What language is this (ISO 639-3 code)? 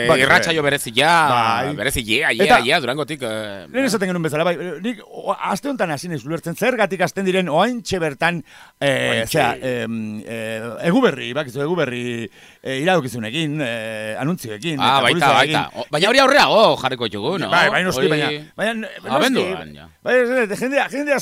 eus